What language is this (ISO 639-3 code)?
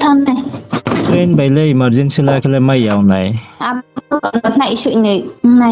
ria